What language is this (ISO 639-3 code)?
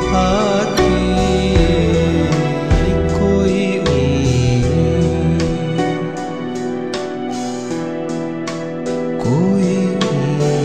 hin